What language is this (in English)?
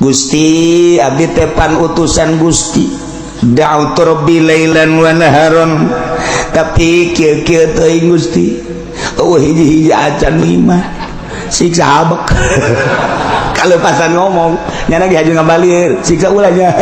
Sundanese